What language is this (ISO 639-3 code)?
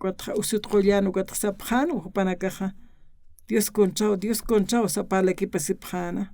aym